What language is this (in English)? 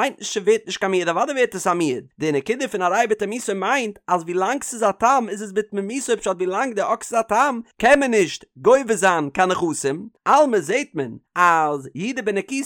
Yiddish